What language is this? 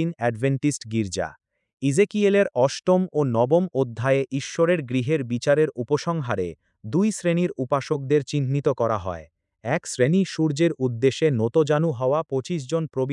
Bangla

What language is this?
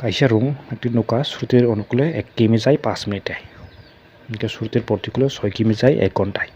Kok Borok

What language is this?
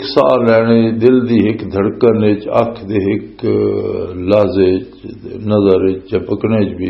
Western Panjabi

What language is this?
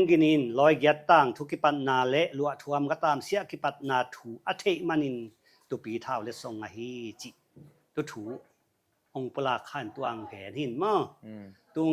Tedim Chin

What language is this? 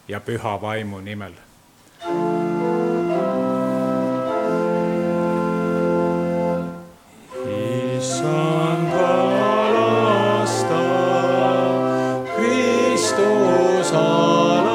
Estonian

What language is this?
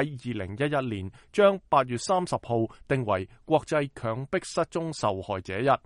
Cantonese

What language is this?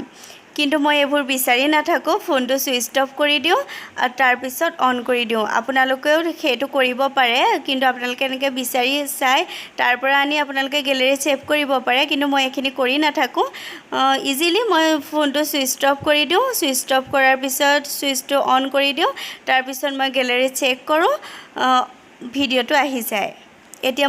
Assamese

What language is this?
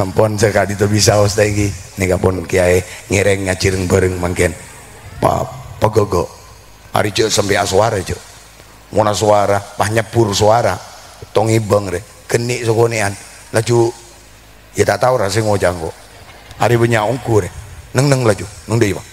Madurese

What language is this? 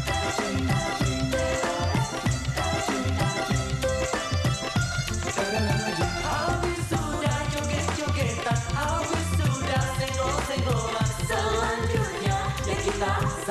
Indonesian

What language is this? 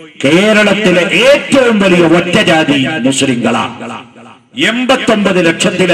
Malayalam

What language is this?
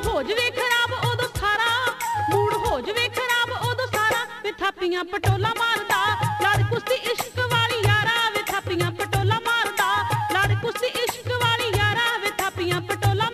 Punjabi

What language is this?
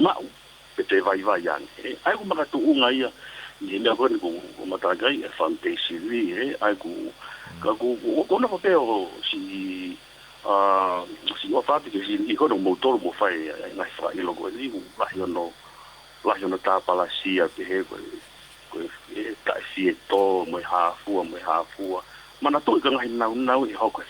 Tongan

